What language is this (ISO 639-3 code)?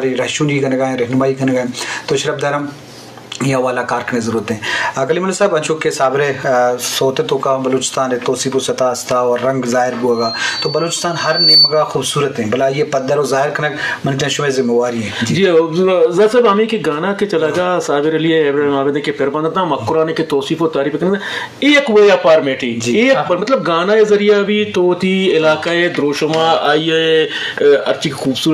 bal